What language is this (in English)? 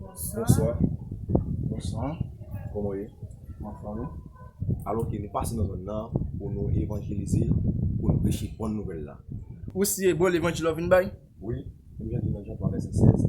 Haitian Creole